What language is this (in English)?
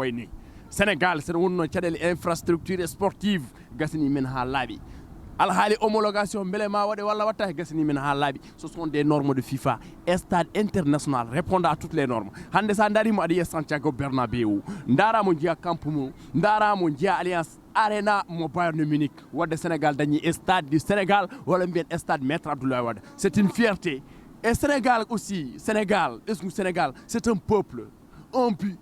Fula